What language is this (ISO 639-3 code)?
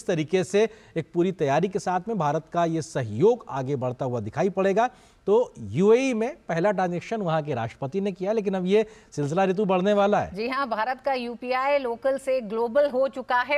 hin